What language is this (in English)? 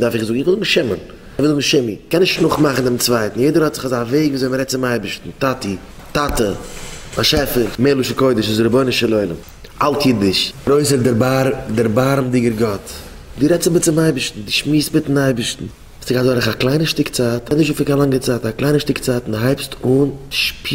Yiddish